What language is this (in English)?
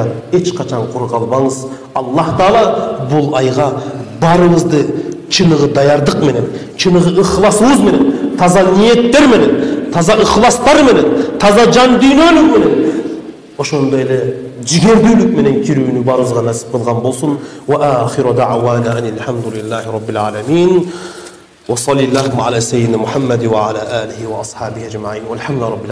Kyrgyz